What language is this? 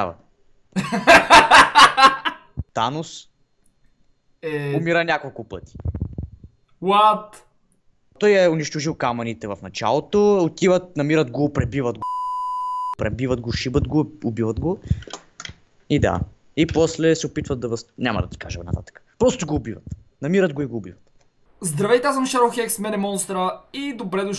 Bulgarian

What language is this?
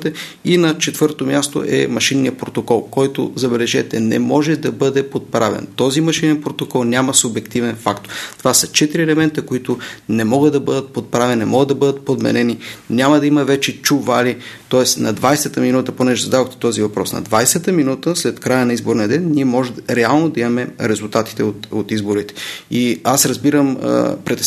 Bulgarian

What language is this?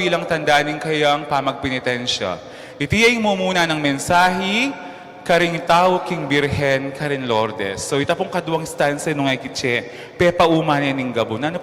Pampanga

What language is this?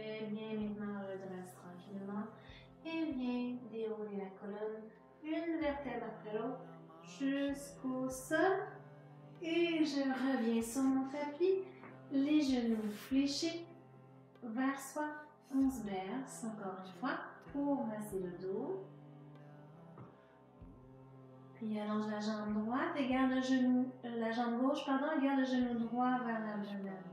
French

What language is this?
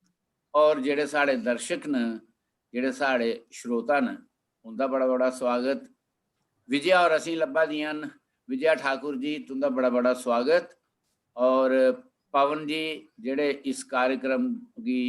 Dogri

